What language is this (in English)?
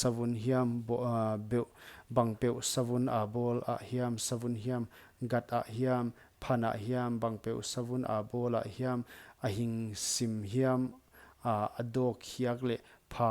Paite Chin